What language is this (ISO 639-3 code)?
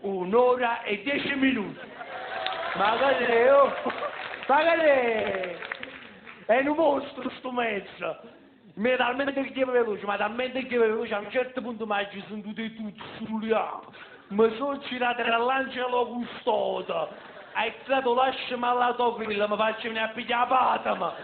nap